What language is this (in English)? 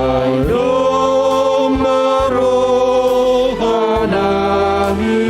Batak Simalungun